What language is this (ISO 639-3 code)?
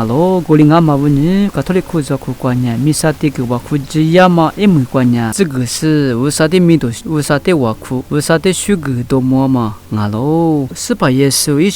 lis